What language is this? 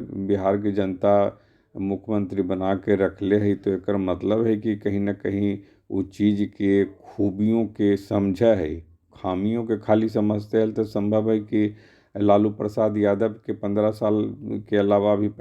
Magahi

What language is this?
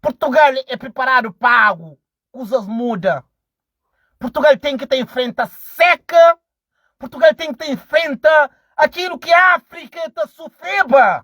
Kabuverdianu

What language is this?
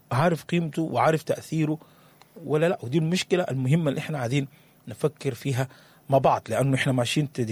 Sudanese Arabic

